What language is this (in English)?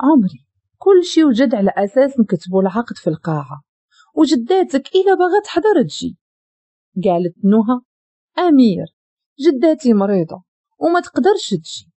Moroccan Arabic